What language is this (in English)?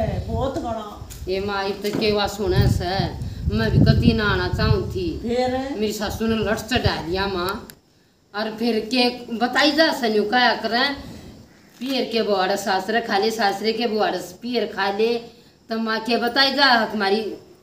Haryanvi